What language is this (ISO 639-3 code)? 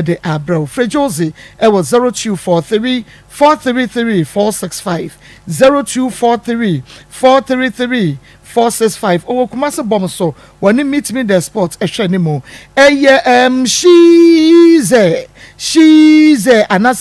aka